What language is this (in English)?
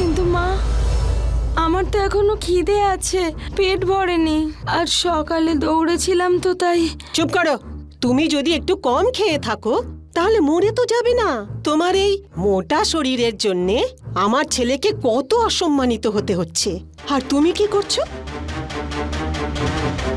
Bangla